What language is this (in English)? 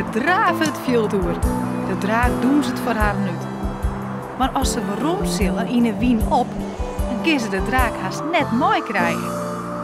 Western Frisian